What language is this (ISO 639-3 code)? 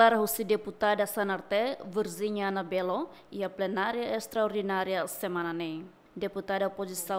tet